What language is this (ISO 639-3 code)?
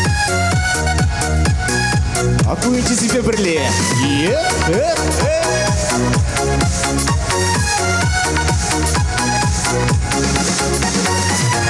chv